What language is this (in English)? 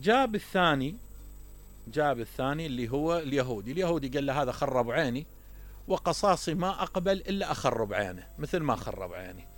Mesopotamian Arabic